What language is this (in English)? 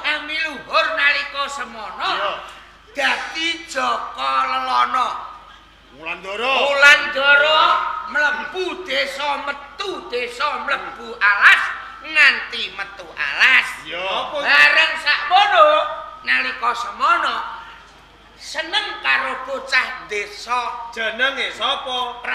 Javanese